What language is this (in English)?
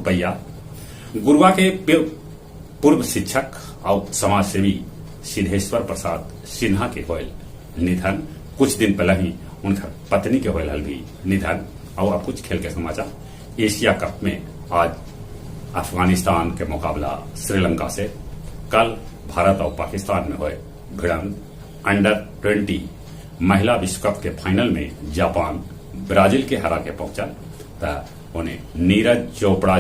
Magahi